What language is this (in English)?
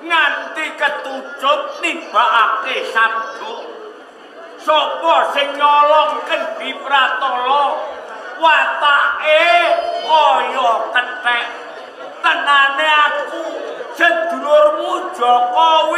Javanese